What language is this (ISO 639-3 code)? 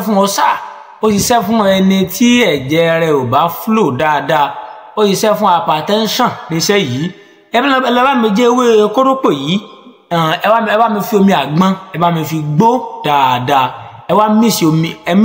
yor